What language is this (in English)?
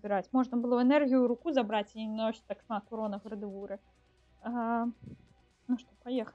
Belarusian